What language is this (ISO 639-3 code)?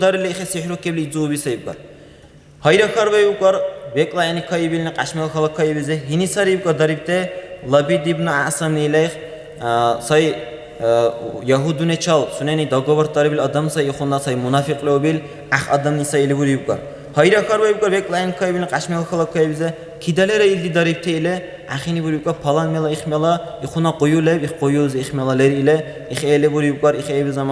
dar